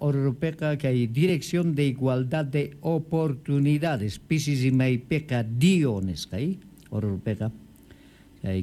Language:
South Bolivian Quechua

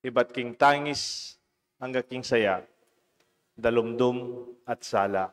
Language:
Pampanga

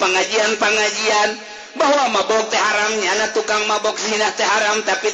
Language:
Sundanese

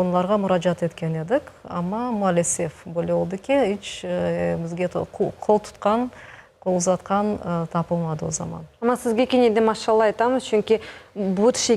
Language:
Crimean Tatar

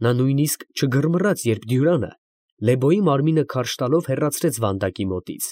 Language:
Armenian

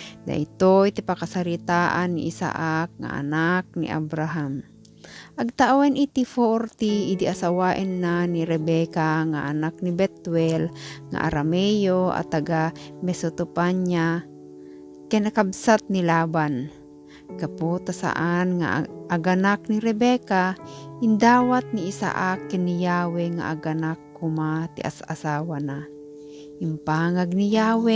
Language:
Iloko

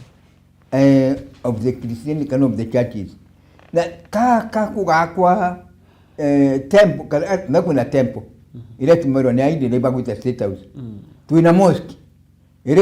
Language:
Meru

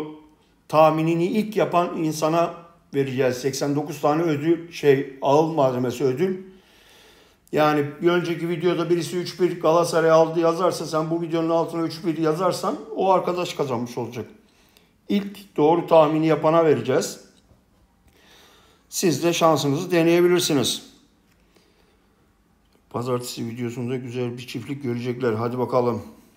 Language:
Turkish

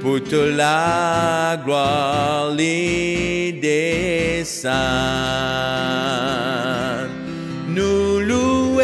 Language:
Morisyen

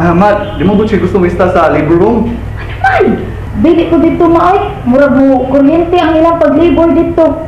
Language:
Cebuano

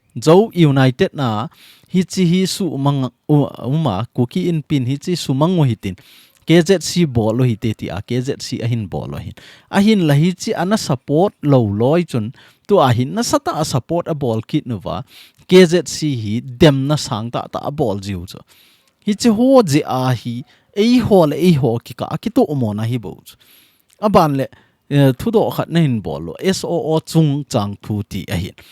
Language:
Thado Chin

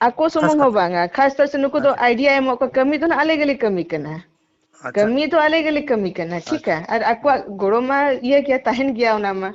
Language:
Santali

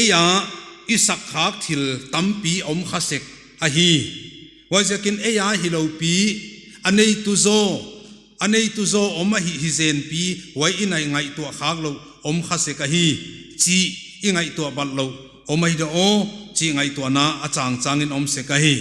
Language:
Paite Chin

